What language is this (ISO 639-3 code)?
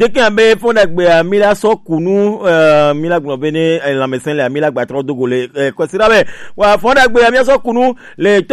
gej